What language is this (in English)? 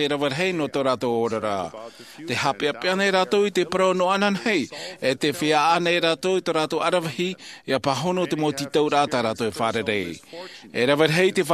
Tahitian